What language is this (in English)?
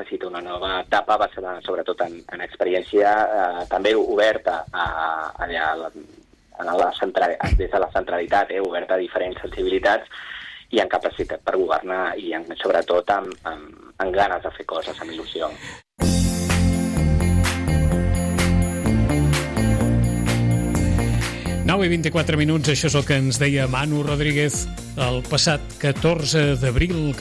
Catalan